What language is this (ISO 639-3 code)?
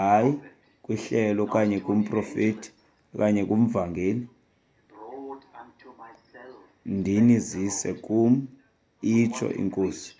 xho